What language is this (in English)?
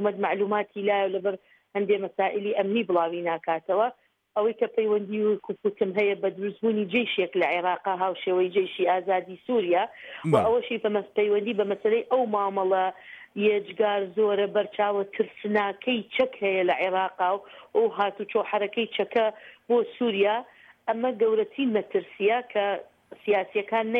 Central Kurdish